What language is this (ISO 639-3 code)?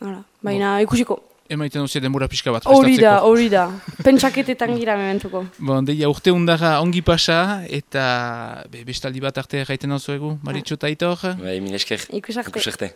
eus